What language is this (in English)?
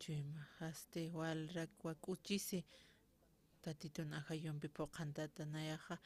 Aymara